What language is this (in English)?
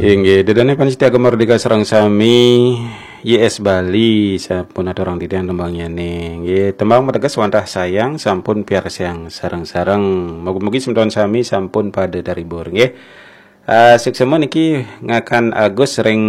Balinese